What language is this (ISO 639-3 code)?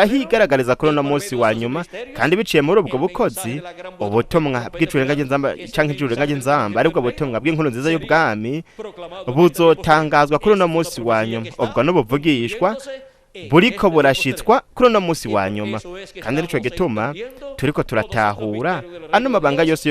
run